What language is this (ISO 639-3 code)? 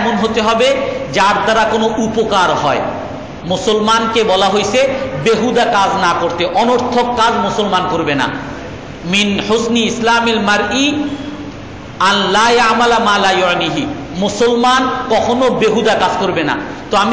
ben